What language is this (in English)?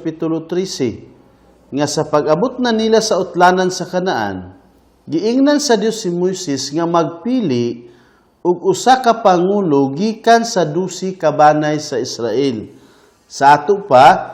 Cebuano